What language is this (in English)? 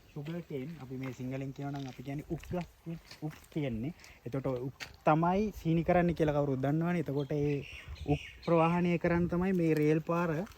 Sinhala